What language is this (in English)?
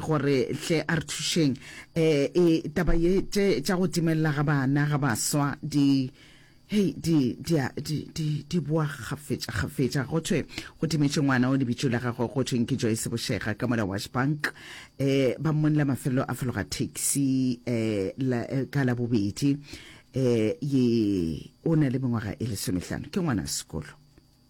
Northern Sotho